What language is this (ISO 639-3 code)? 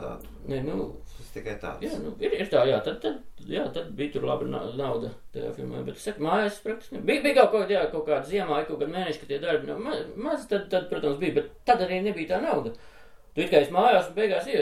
lav